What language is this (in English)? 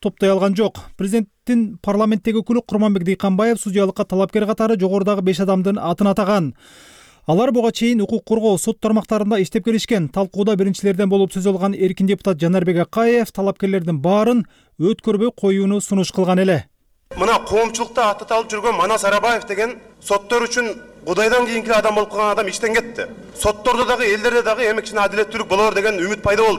Kyrgyz